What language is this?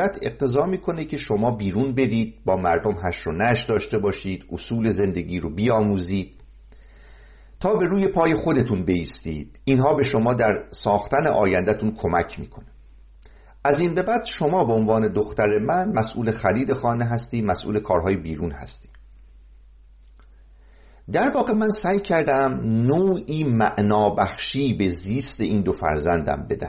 Persian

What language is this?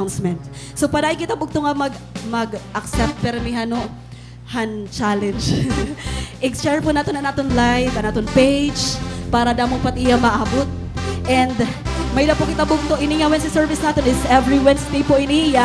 Waray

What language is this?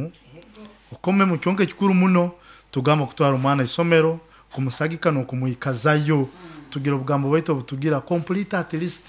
Nyoro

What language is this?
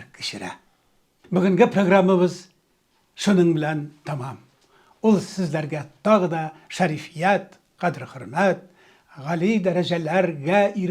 Tatar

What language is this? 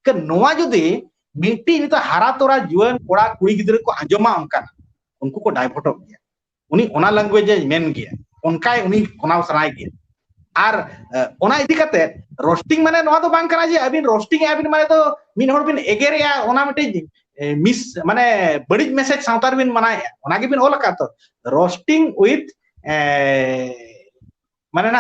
Santali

